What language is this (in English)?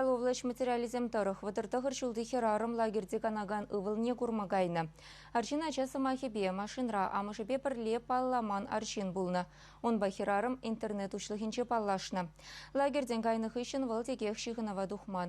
Chuvash